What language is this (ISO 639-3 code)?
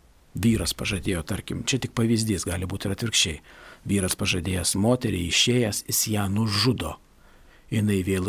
lit